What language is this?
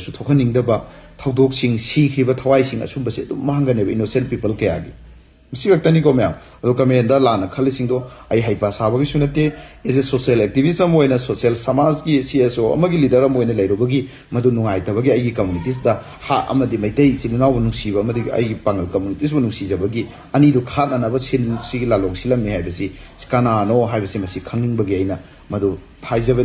Manipuri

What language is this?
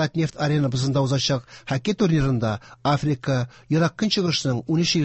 Tatar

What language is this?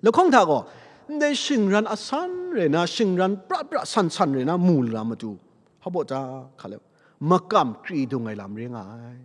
Kachin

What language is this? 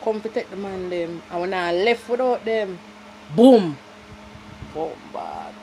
Jamaican Creole English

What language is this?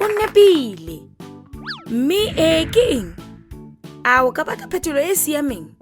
Tswana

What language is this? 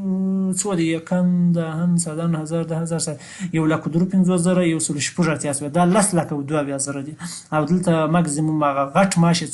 Pashto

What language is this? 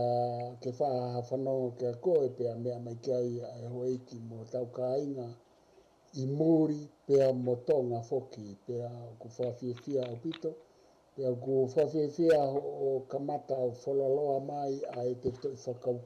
Tongan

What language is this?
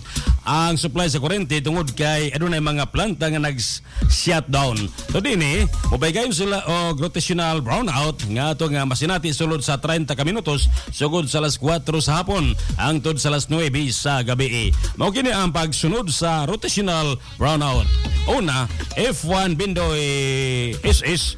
Cebuano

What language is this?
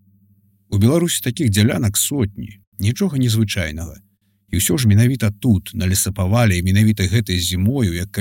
Belarusian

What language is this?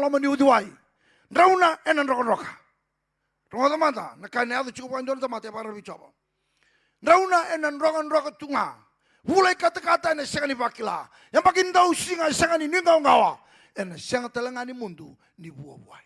Fijian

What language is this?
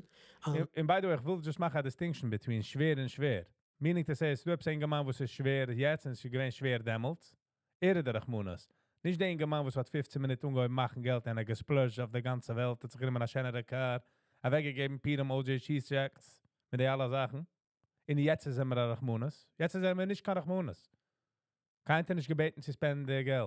Yiddish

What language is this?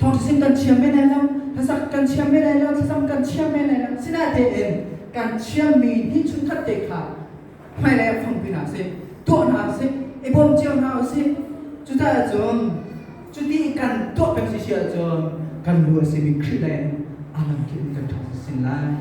Hakha Chin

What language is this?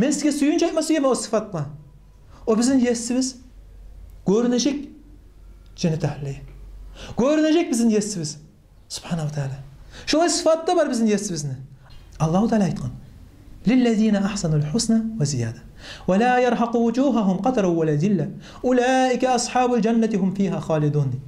Kumyk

